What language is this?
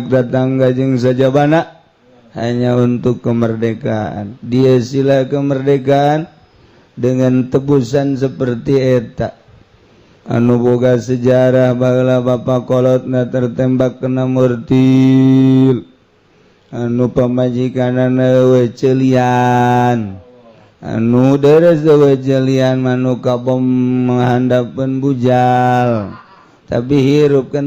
Sundanese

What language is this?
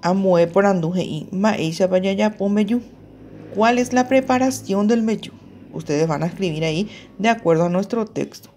Guarani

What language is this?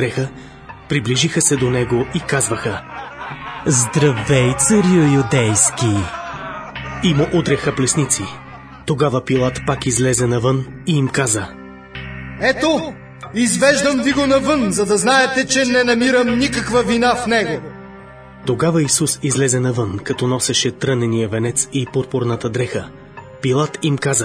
Bulgarian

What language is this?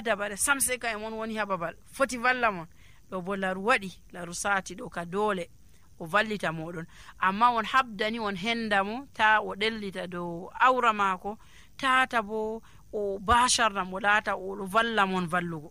Nigerian Fulfulde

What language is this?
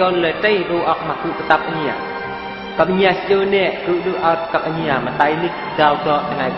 Eastern Bru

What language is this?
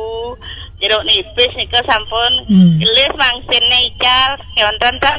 Balinese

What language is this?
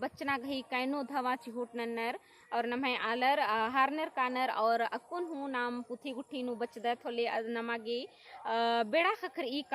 Kurukh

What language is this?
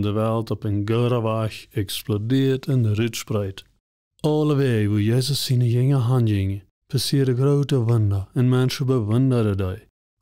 Plautdietsch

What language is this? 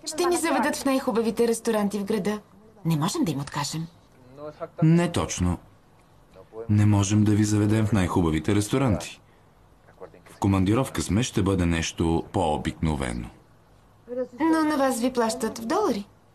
Bulgarian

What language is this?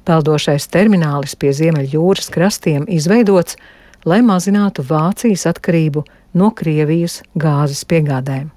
Latvian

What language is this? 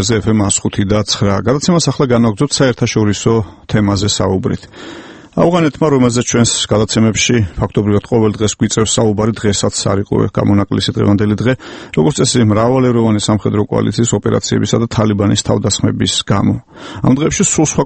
Georgian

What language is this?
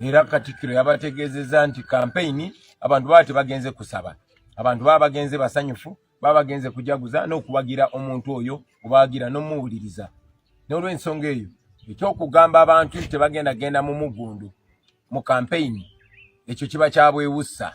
Ganda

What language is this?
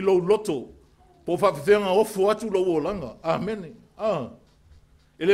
Samoan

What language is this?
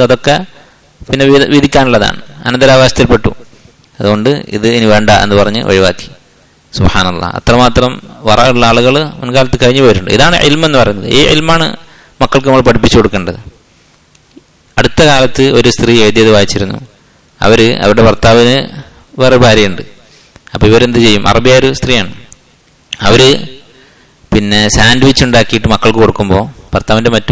Malayalam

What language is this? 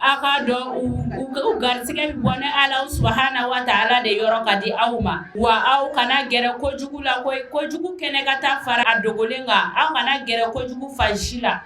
Bambara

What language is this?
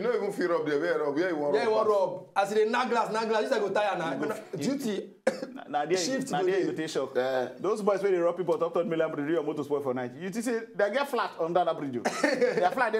Nigerian Pidgin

